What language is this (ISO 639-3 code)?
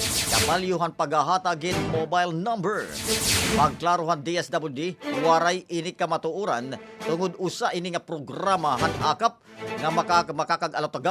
war